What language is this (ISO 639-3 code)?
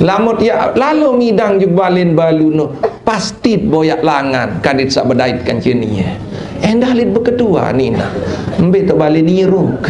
sas